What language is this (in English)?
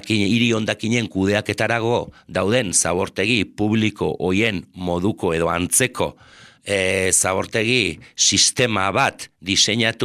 Basque